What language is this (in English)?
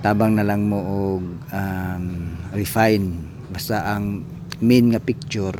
Cebuano